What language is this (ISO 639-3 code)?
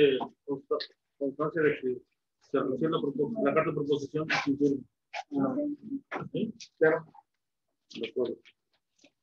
spa